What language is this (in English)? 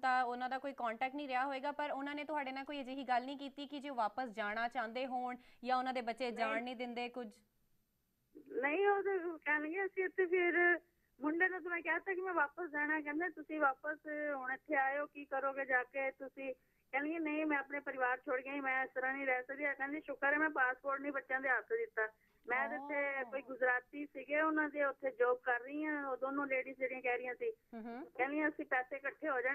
Punjabi